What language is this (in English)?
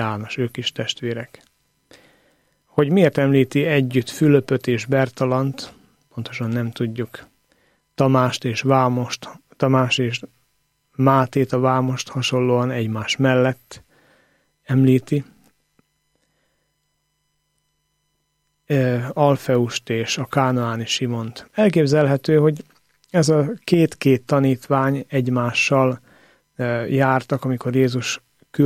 Hungarian